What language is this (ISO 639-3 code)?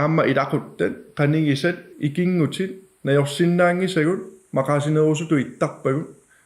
kal